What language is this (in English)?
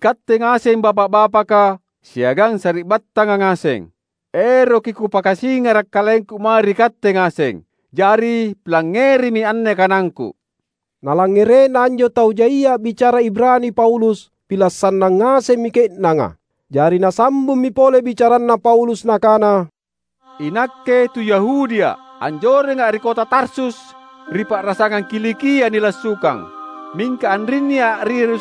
Makasar